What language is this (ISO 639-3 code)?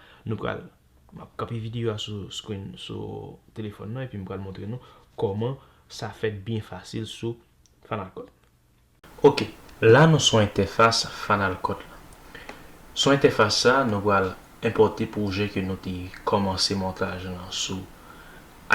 hat